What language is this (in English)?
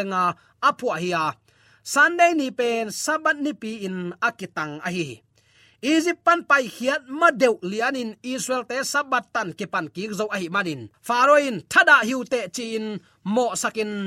Tedim Chin